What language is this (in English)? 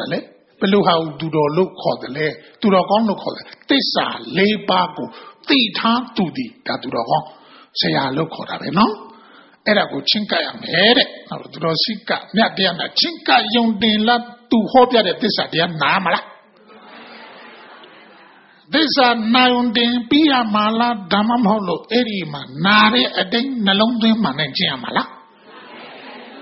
Burmese